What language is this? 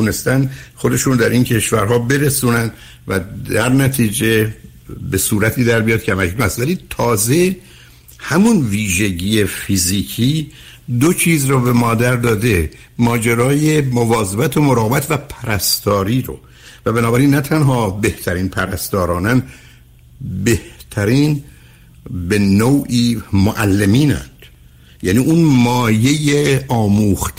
Persian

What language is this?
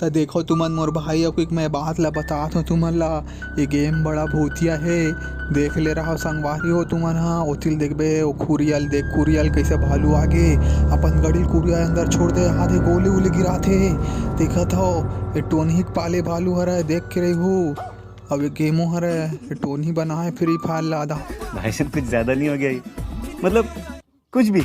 Chhattisgarhi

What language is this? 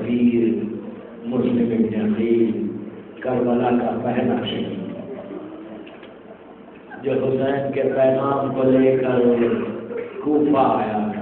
Urdu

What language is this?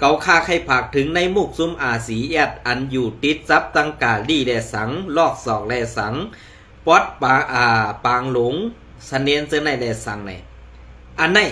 Shan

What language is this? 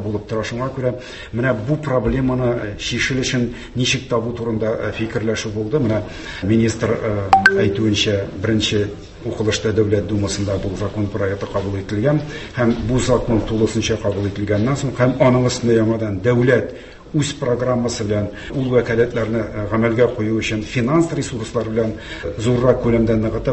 Tatar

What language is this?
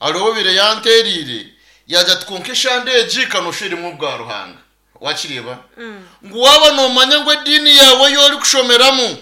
Nyankole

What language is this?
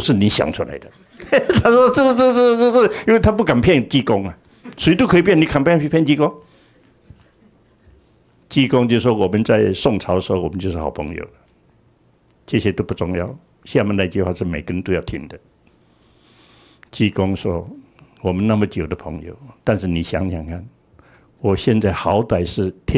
Chinese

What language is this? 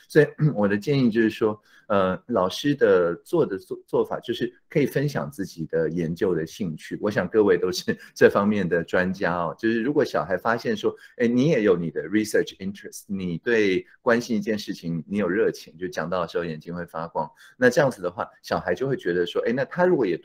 Chinese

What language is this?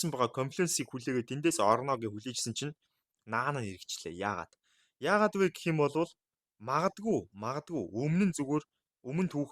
Mongolian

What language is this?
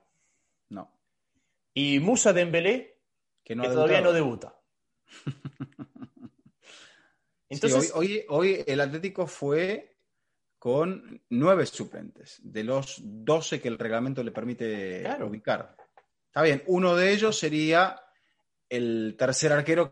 Spanish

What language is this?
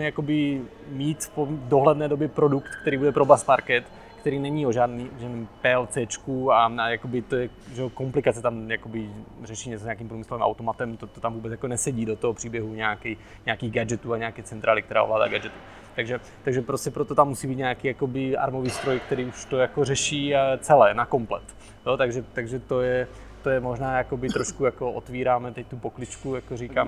Czech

